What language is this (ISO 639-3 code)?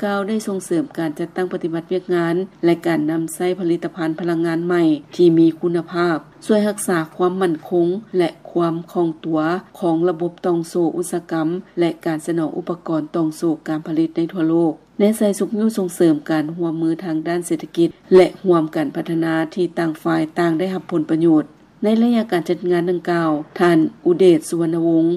lao